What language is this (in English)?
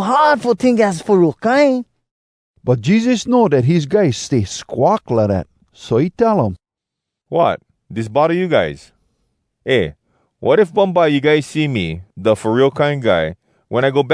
Hawai'i Creole English